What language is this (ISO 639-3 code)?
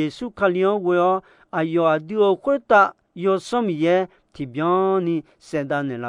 ahk